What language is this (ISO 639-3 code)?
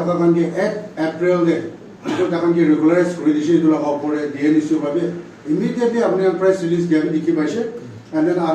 nag